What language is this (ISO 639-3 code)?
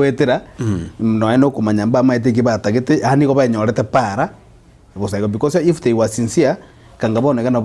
guz